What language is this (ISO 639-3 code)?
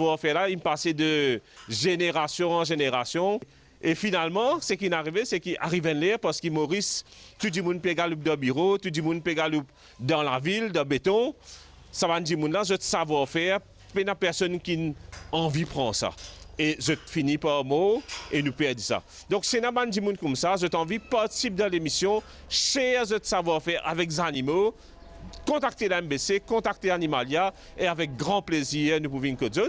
mfe